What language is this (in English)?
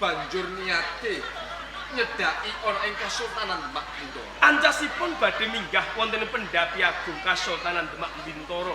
Javanese